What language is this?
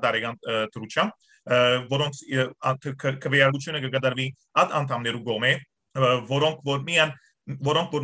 Western Armenian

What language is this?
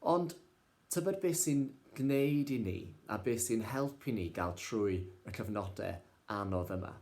Welsh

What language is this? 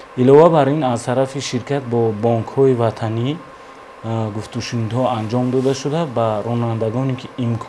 Tajik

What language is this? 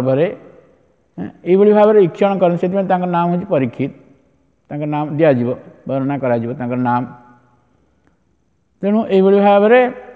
Odia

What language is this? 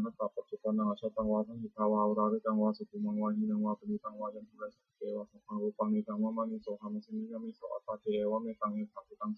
Pali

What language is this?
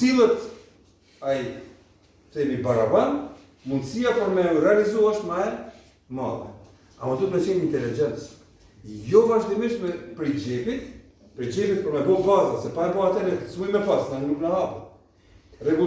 Albanian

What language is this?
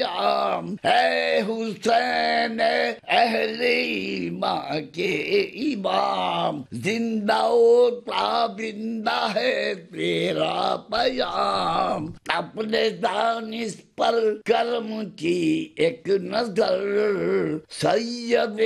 Urdu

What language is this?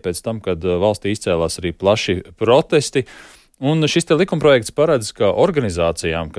Latvian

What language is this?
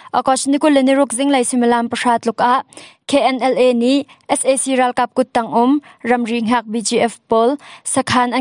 Hakha Chin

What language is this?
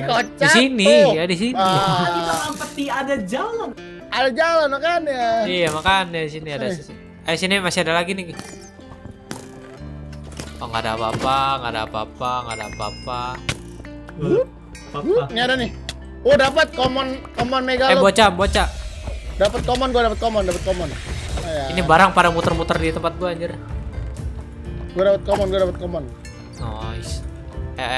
Indonesian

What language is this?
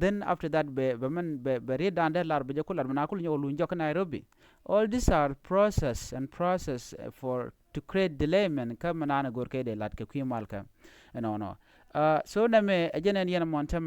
Nuer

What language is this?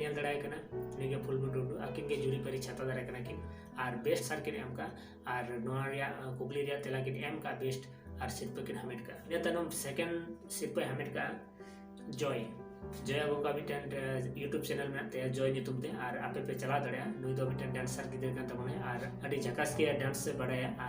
Santali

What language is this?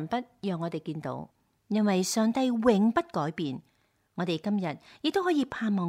Cantonese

